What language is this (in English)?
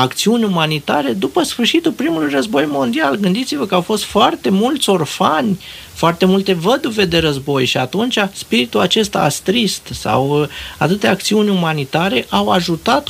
Romanian